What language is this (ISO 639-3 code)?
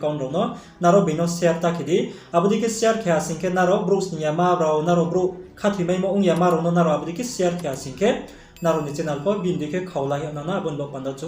ria